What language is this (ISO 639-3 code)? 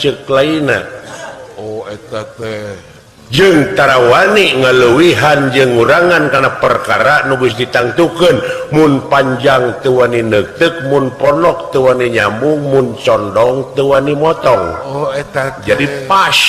sun